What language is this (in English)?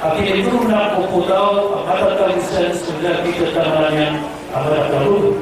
Maranao